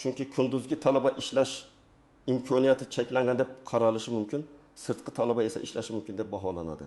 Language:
Uzbek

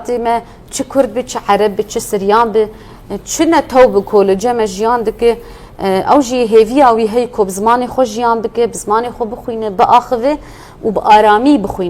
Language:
Kurdish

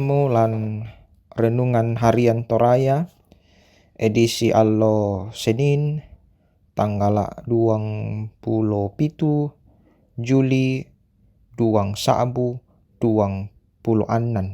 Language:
Toraja-Sa'dan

